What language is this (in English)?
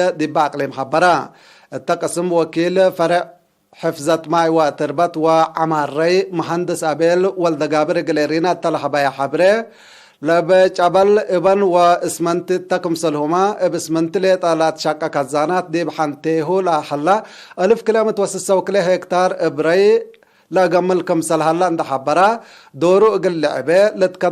Tigre